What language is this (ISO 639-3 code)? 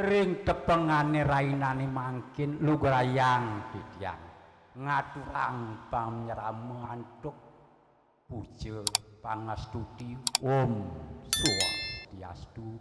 ban